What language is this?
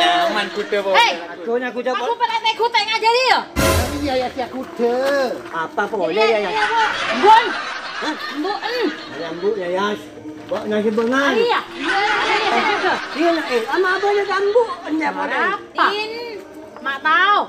Madurese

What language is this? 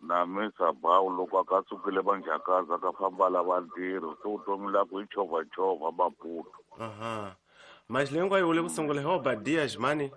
Tsonga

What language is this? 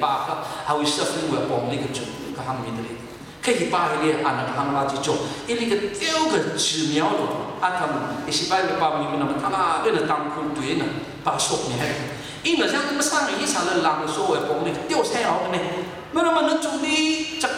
Tangkhul Naga (India)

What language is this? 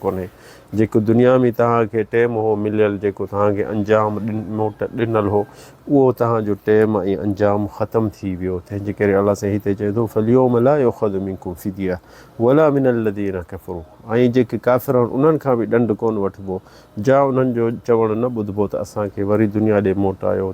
Sindhi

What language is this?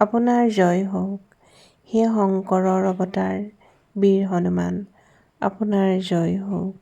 Assamese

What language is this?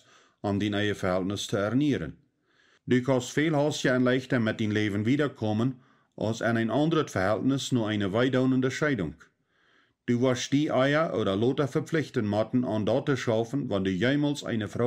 Plautdietsch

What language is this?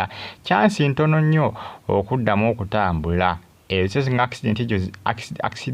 Ganda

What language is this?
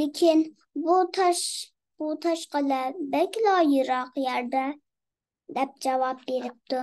Uyghur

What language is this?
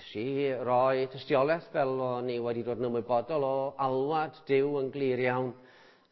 Welsh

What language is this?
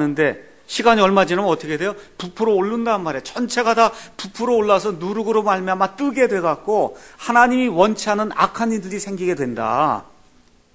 Korean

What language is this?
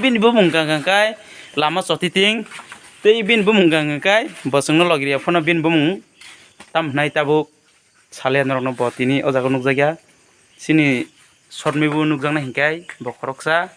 Kok Borok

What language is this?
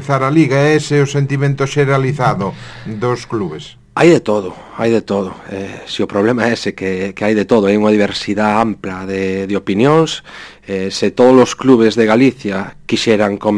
Galician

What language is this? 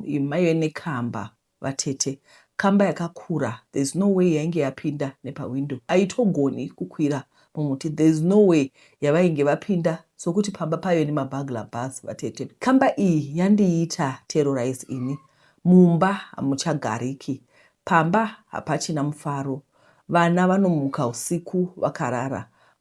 Shona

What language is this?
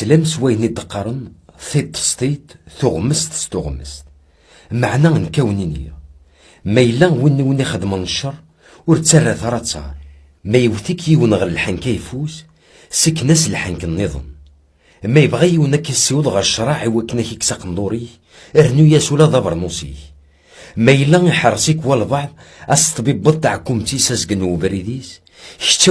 Kabyle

